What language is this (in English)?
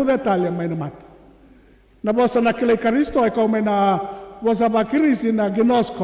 Fijian